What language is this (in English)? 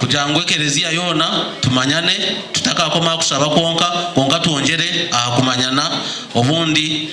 Nyankole